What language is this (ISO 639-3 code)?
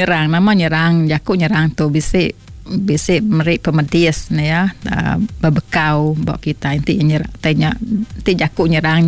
iba